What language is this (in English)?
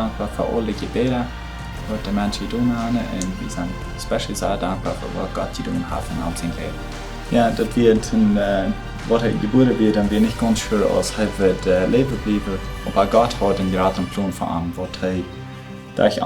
Plautdietsch